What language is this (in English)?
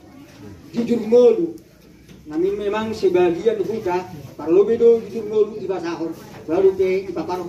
Batak Toba